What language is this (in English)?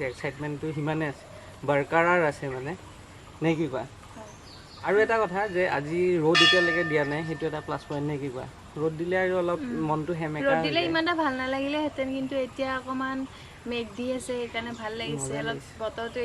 Assamese